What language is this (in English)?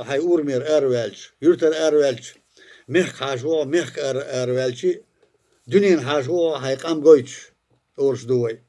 Chechen